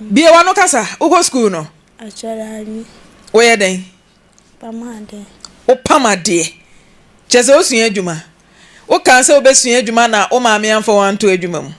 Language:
Akan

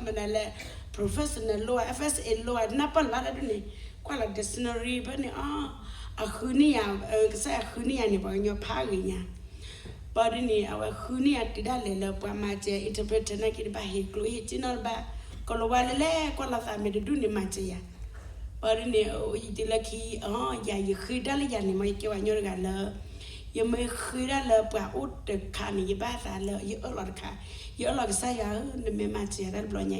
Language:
S'gaw Karen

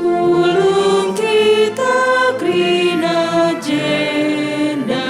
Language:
Batak Karo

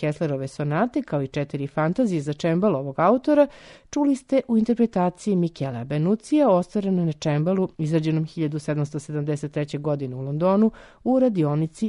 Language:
Serbian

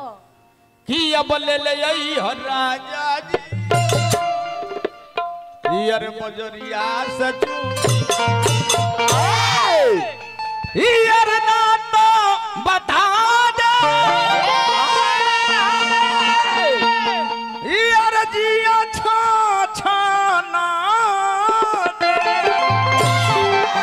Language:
Bhojpuri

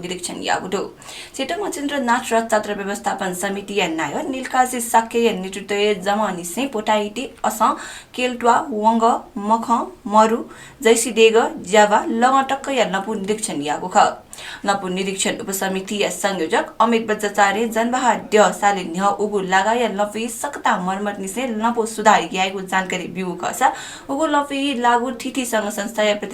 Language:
Newari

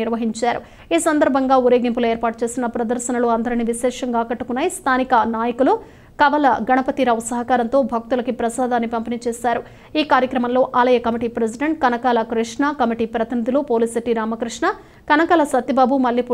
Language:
Telugu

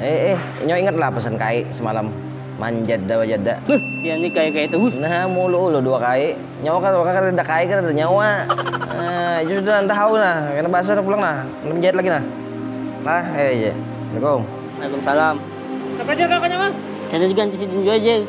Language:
Banjar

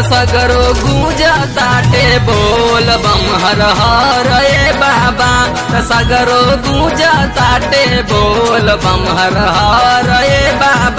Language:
Bhojpuri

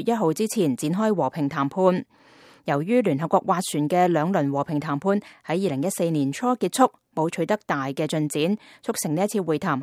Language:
Cantonese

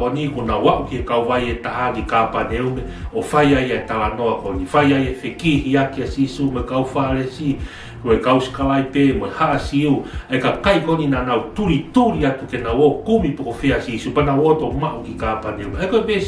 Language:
Tongan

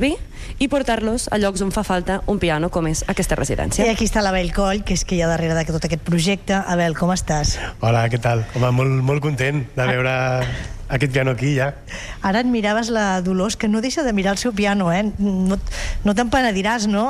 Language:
Catalan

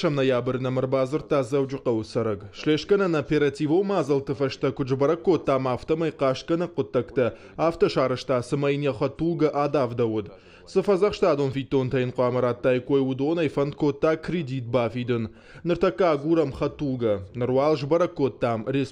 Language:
Ossetic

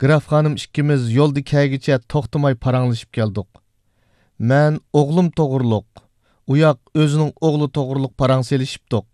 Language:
Uyghur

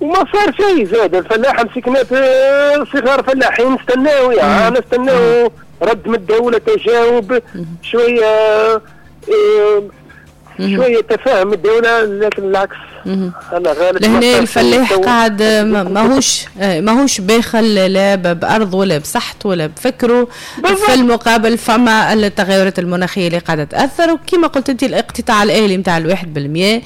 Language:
Tunisian Arabic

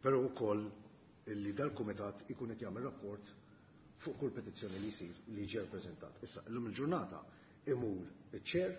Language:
Maltese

